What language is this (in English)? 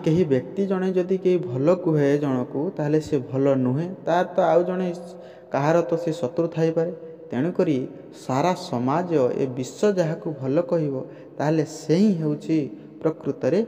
Odia